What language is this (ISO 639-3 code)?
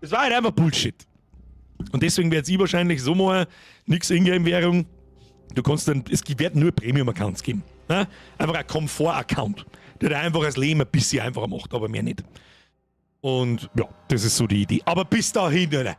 bar